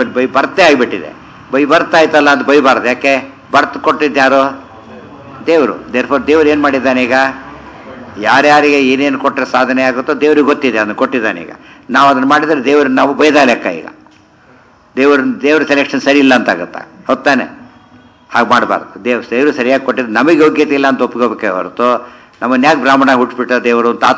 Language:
Kannada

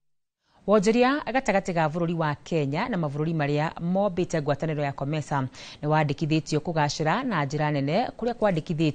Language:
Kikuyu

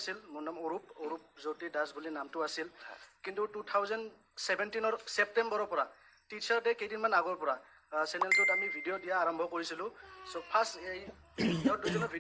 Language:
Assamese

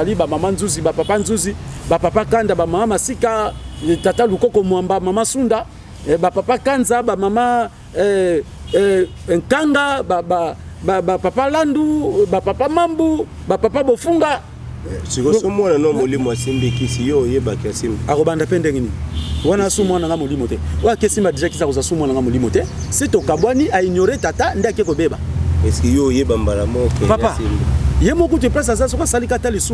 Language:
Lingala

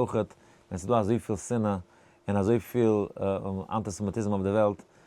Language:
Yiddish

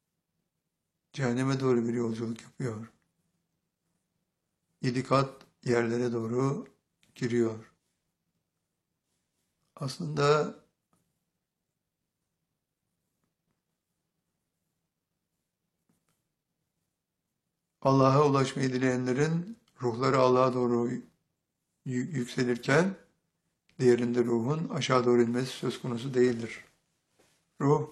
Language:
Turkish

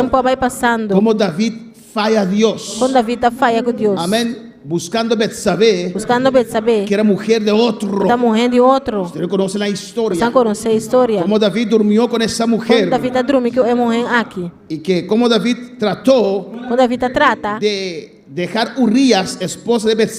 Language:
Papiamento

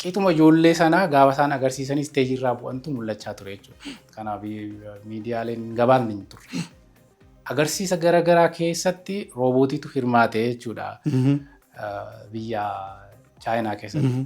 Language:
Oromo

